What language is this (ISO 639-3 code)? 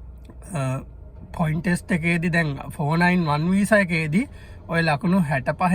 sin